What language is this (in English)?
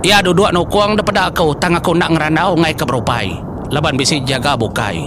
Iban